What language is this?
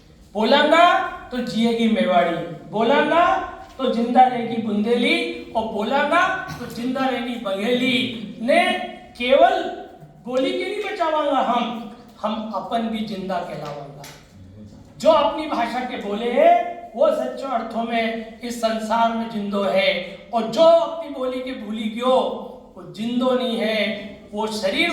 Rajasthani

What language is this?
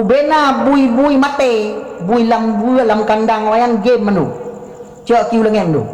Achinese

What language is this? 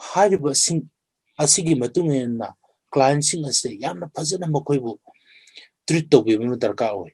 Manipuri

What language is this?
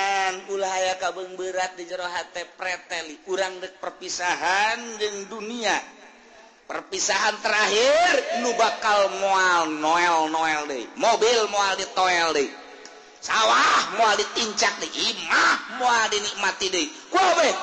Sundanese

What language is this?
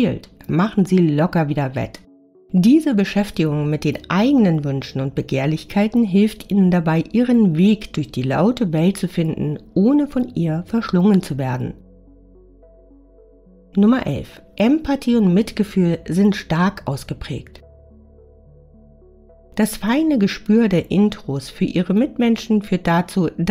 German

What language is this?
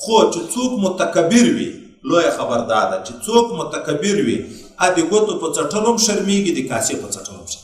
Pashto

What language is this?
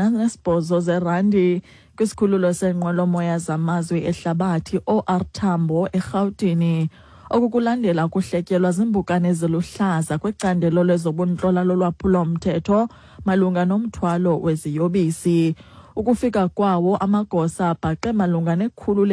Xhosa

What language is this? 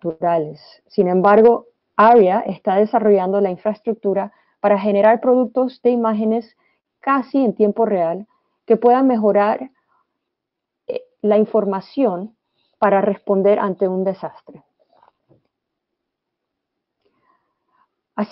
Spanish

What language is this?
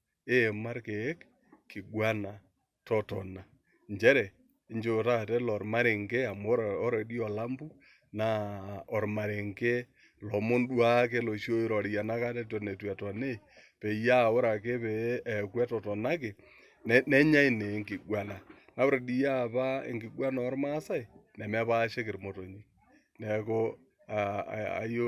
Masai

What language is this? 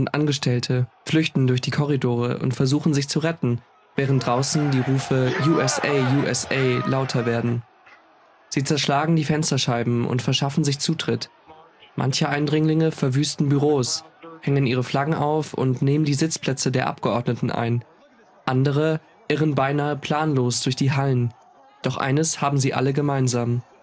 German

